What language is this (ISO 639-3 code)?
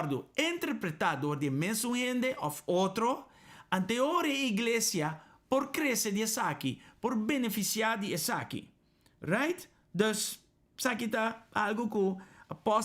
pap